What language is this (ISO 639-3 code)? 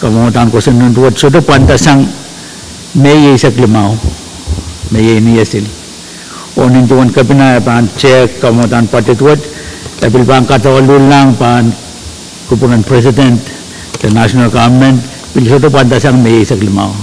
pon